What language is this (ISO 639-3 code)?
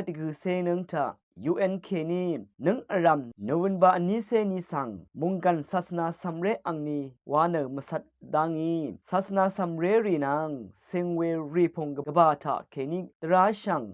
raw